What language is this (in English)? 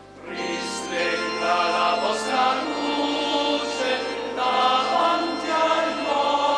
Italian